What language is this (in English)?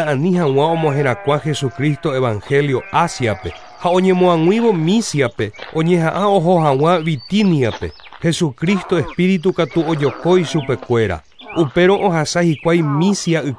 Guarani